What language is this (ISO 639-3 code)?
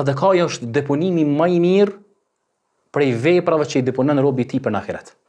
sqi